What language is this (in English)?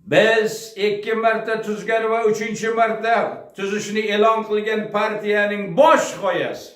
Uzbek